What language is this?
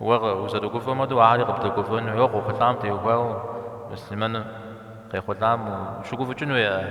Kabardian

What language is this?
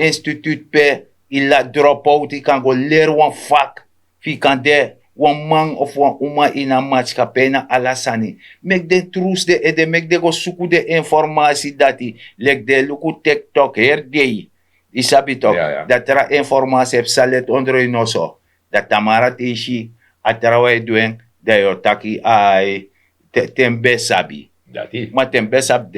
Sranan Tongo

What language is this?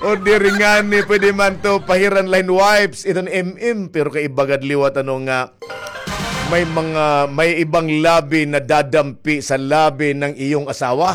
Waray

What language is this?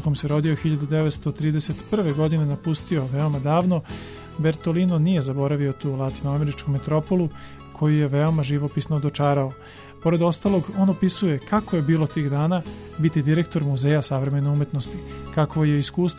Serbian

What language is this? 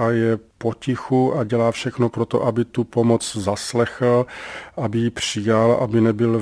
Czech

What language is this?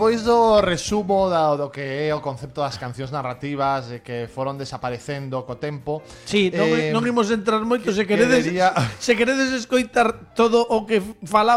Galician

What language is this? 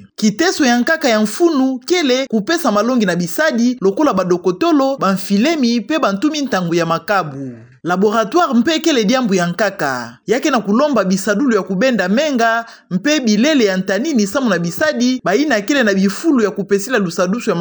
Kituba (Democratic Republic of Congo)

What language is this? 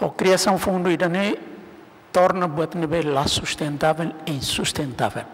Tetum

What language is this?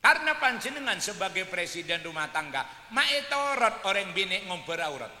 Madurese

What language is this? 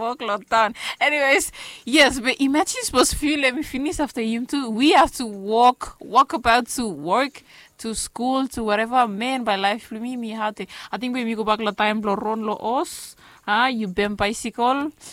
Bislama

